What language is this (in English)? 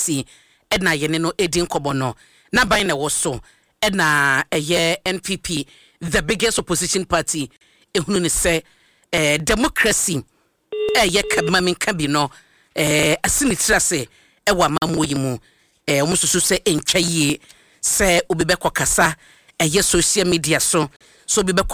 Akan